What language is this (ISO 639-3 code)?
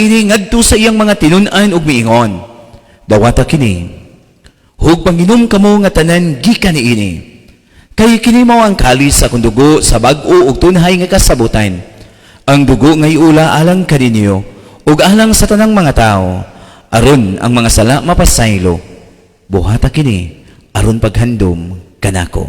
ceb